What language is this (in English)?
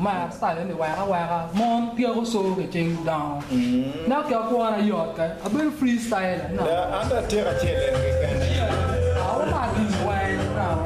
Acoli